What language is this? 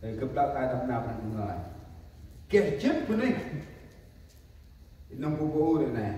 Central Mnong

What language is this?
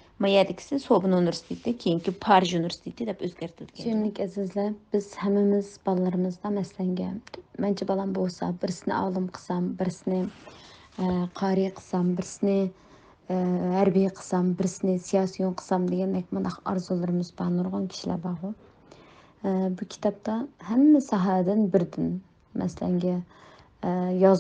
Uyghur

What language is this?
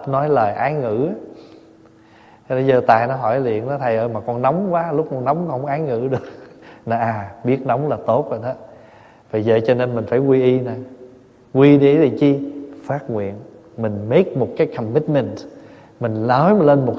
Vietnamese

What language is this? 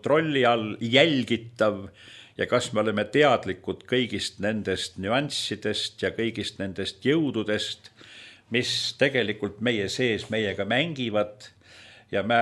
Estonian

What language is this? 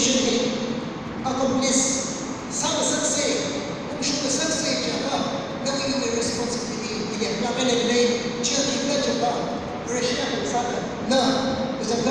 Tangkhul Naga (India)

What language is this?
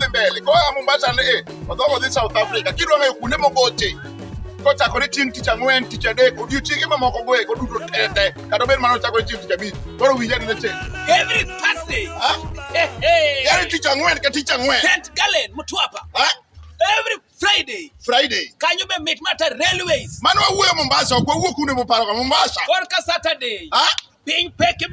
Luo (Kenya and Tanzania)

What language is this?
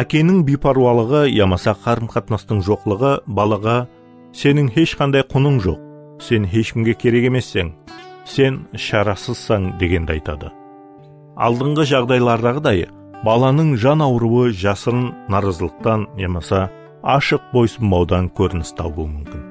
Kara-Kalpak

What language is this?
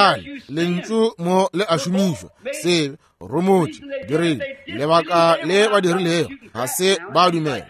Northern Sotho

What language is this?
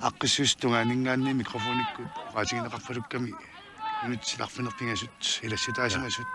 Kalaallisut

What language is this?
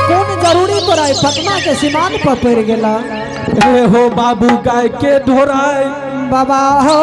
Angika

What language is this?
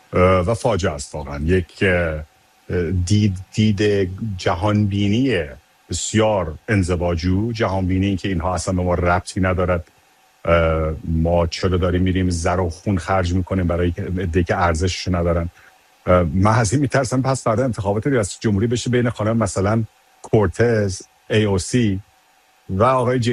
Persian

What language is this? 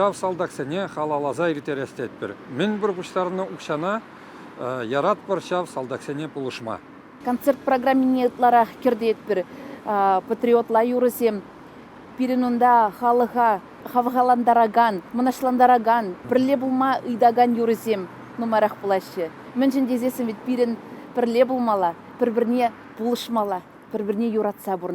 Chuvash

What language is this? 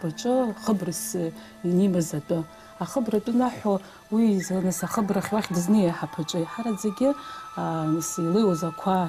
Abkhazian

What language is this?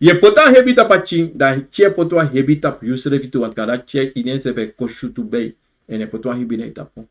Sranan Tongo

